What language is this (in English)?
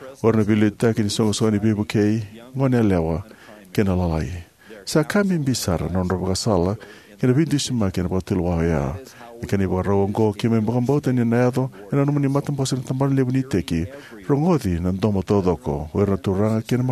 Fijian